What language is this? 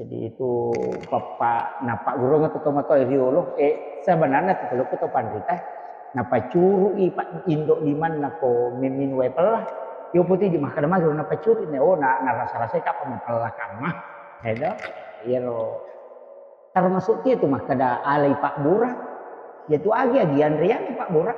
Buginese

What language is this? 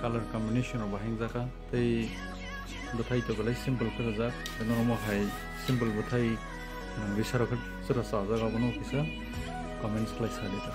Kok Borok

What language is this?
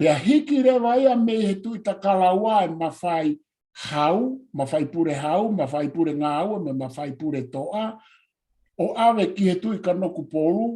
Tongan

